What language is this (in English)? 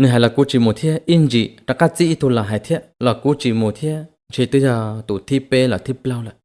Hmong